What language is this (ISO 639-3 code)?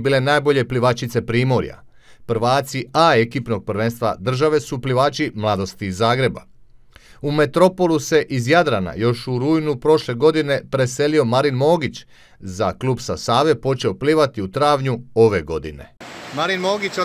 hrv